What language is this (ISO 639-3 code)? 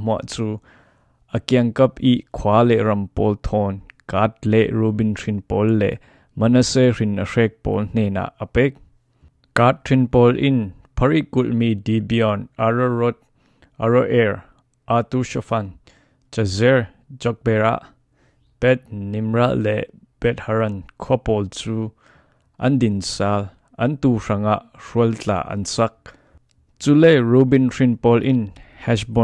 cfm